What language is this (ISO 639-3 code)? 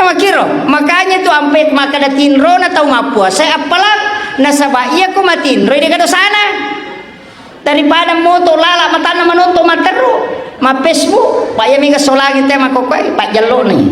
bug